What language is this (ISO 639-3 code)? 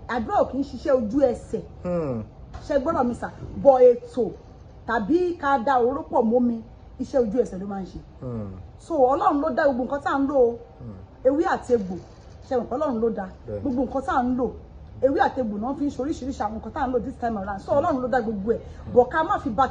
yor